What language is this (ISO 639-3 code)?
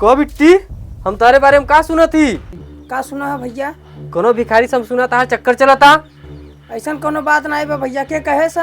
awa